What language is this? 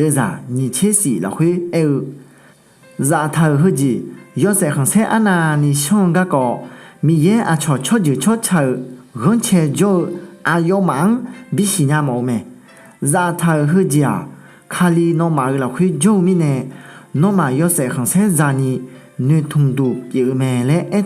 Akha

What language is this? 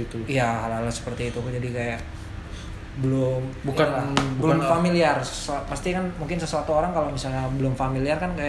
Indonesian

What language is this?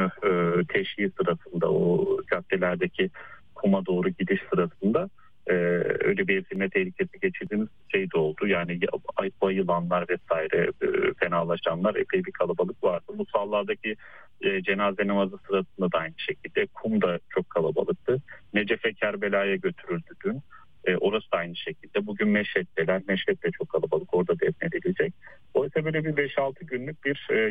Turkish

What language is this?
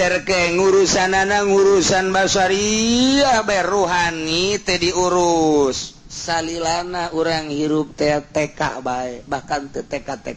Sundanese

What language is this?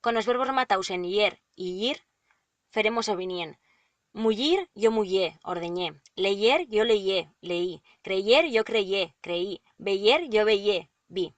Aragonese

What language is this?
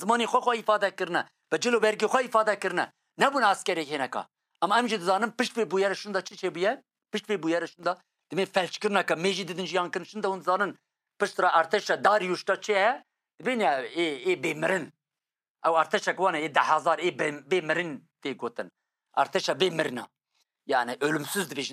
Kurdish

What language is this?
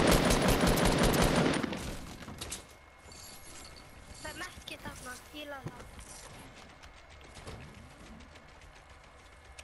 Icelandic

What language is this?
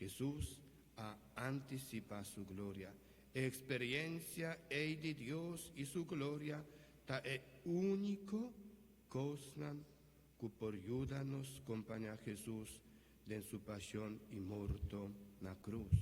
Papiamento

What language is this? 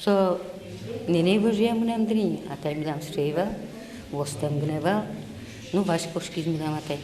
Udmurt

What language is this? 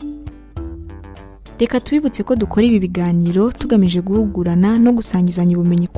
Kinyarwanda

